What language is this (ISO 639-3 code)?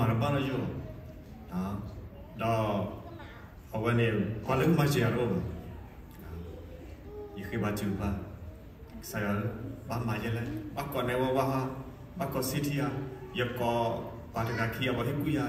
ksw